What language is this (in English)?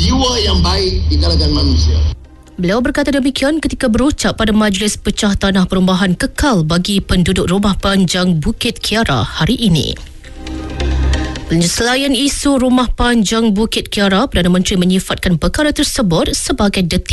Malay